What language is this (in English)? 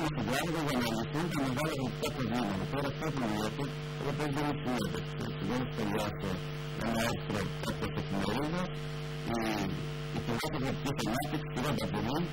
Greek